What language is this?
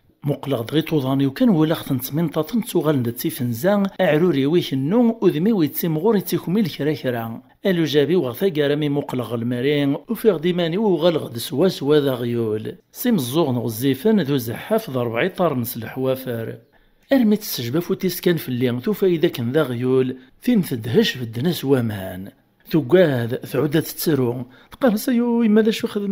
Kabyle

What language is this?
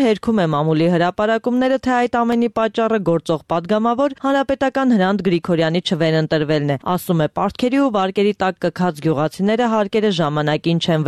Armenian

